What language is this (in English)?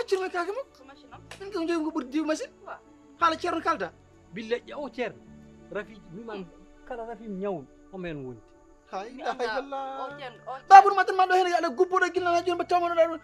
Fula